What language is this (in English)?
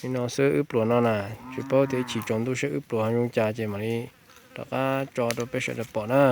Hmong